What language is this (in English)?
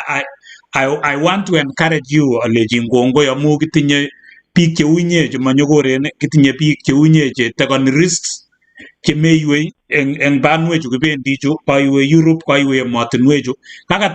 Kalenjin